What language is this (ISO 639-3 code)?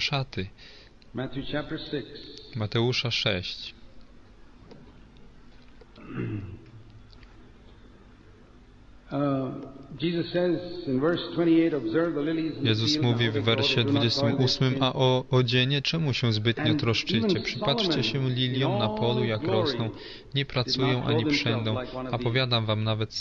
pol